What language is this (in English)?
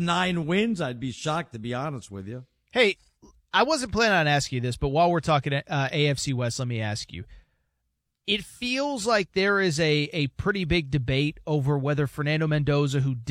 English